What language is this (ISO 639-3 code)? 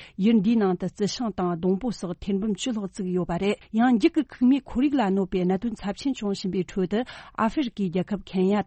bod